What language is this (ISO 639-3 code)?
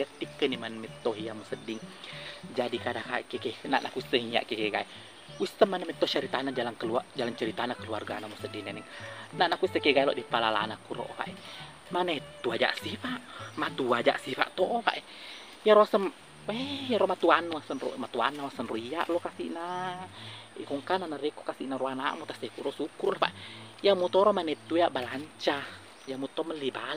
bug